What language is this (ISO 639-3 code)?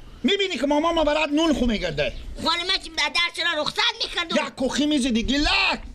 fas